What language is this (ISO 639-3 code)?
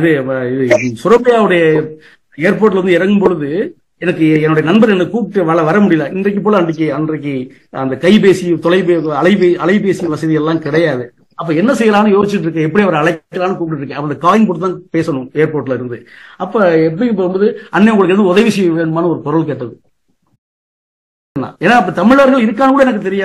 tam